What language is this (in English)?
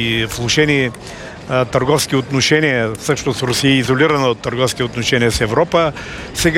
Bulgarian